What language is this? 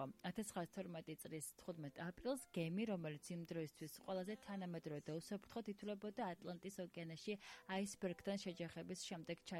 Georgian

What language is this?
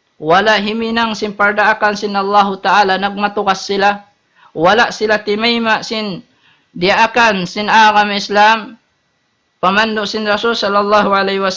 Tausug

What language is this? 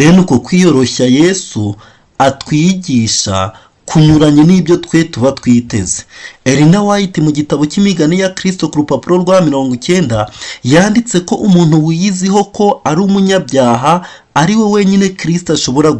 Kinyarwanda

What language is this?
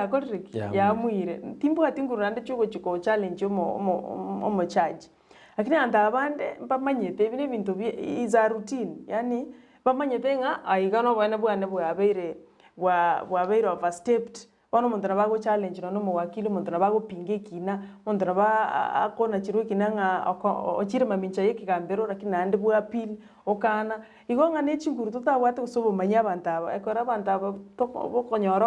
Gusii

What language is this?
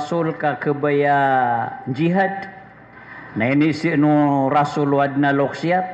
Maranao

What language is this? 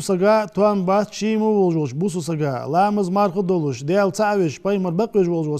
Ingush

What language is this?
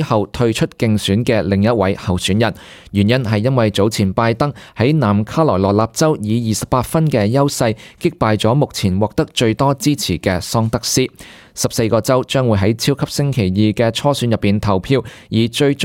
Cantonese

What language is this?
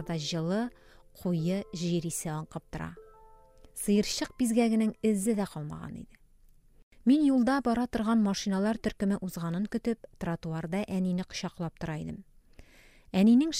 Tatar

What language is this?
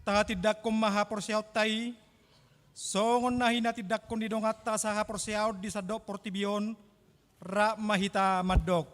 Batak Toba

